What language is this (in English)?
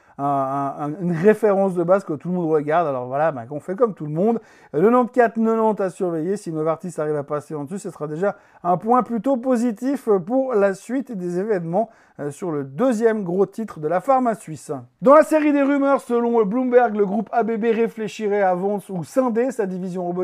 French